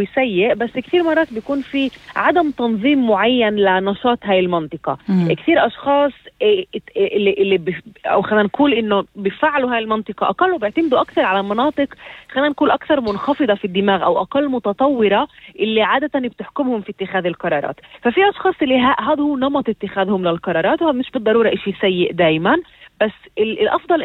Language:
North Levantine Arabic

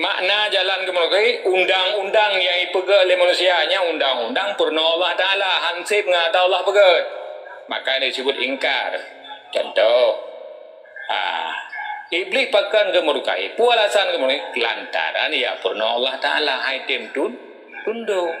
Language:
Achinese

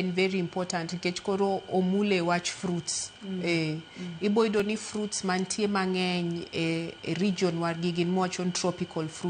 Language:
Luo (Kenya and Tanzania)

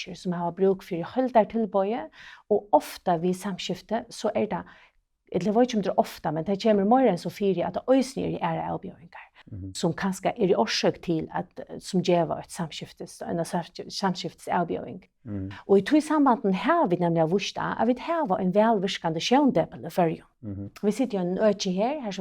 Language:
Faroese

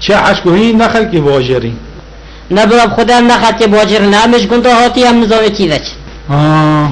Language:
Kurdish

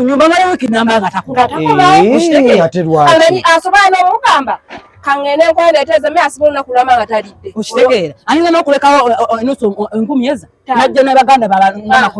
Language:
Ganda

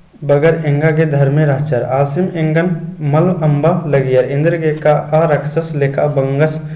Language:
Kurukh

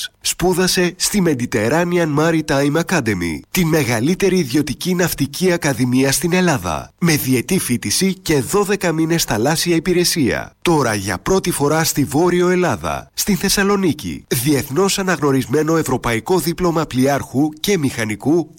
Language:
Greek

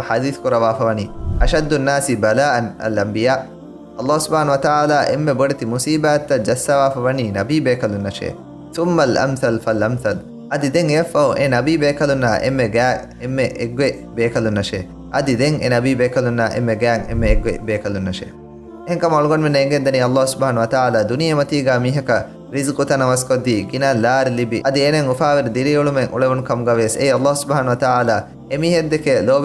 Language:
Divehi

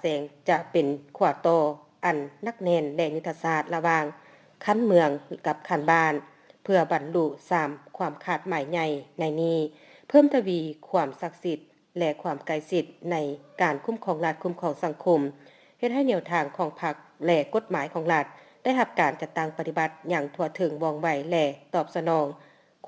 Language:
Lao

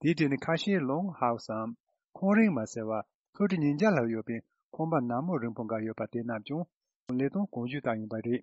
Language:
Tibetan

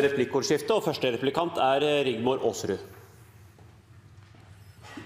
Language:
Norwegian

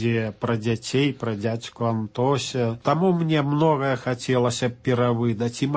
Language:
Belarusian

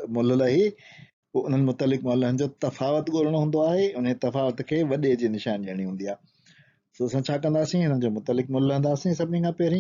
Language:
Sindhi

